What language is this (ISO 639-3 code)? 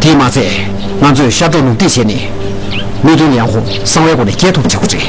bod